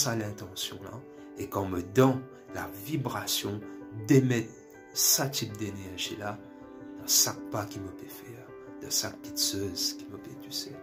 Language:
Morisyen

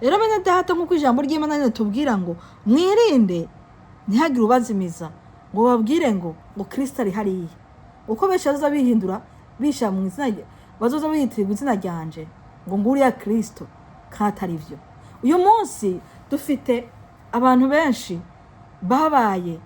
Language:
Rundi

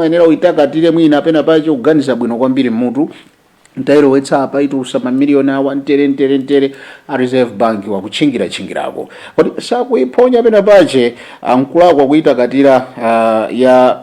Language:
Nyanja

